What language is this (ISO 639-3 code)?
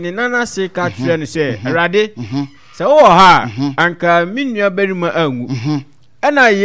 aka